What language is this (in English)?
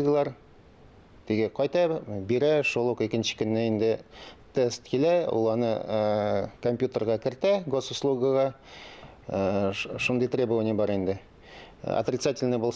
Tatar